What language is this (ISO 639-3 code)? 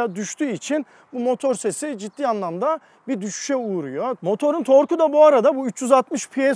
tur